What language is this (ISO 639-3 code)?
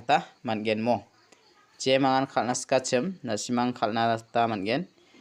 grt